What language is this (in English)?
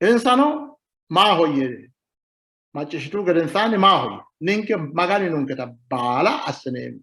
Sidamo